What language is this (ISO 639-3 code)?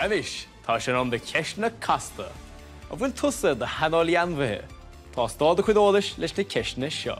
gle